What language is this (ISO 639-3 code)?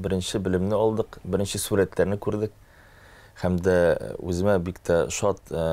tat